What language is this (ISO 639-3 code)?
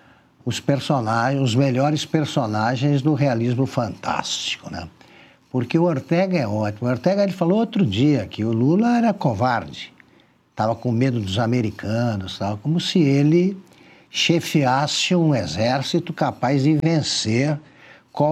por